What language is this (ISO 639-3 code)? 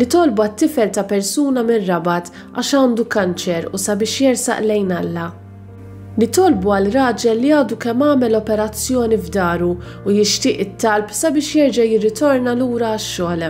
mlt